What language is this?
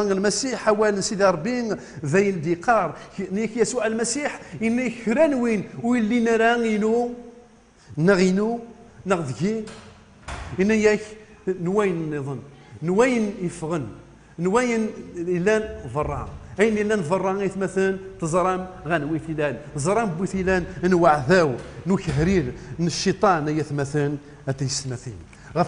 Kabyle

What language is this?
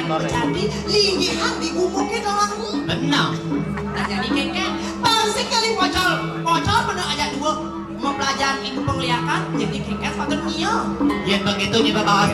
Balinese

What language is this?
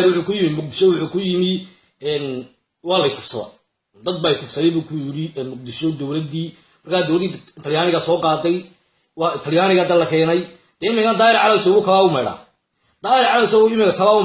Somali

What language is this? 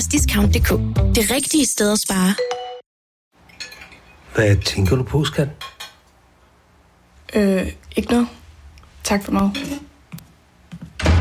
Danish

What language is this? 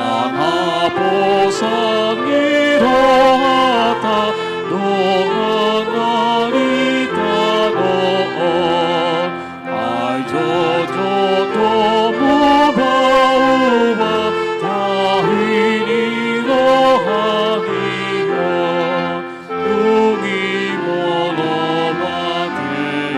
Batak Toba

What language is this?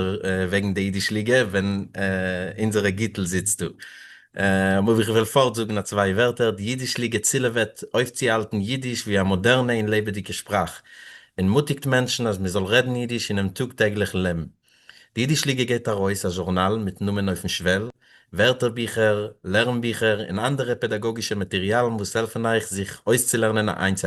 Yiddish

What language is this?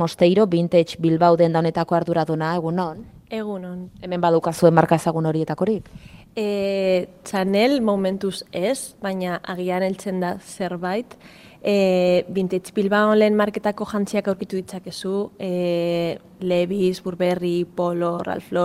Basque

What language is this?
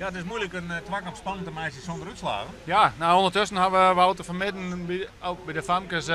Western Frisian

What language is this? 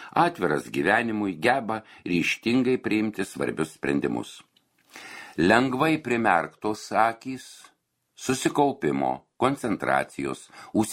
Lithuanian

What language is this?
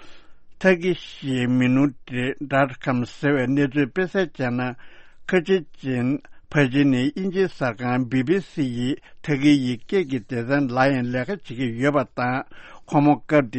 Tibetan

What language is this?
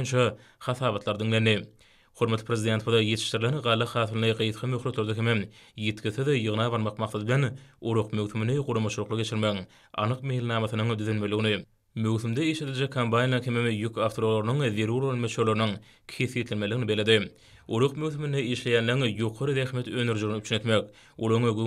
Turkmen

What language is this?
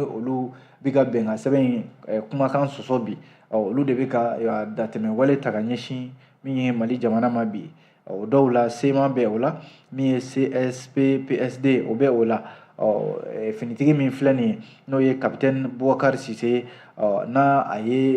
Bambara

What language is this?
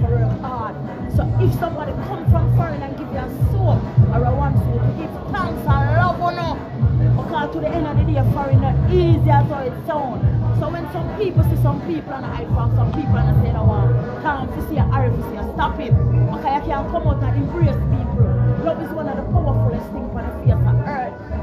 Jamaican Creole English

